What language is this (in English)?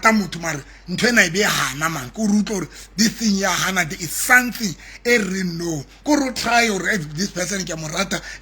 Southern Sotho